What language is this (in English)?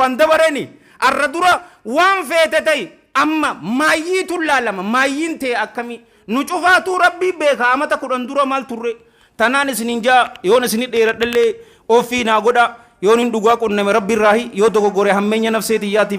Oromo